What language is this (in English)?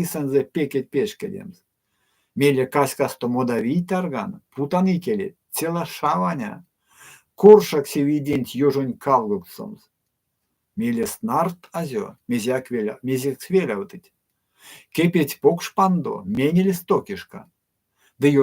Erzya